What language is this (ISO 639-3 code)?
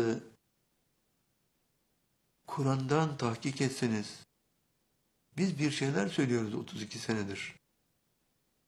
tur